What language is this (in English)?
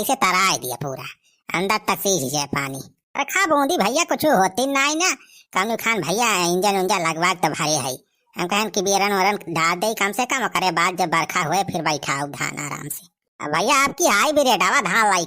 Awadhi